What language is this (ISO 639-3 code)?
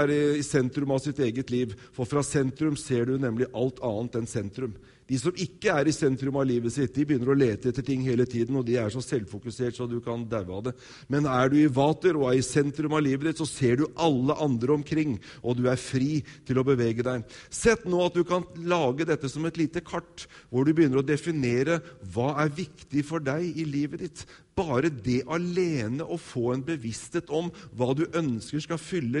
nor